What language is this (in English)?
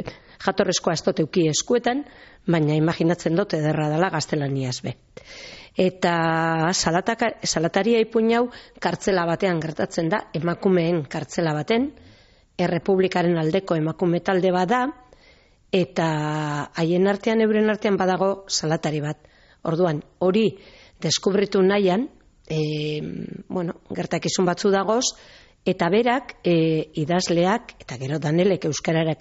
Basque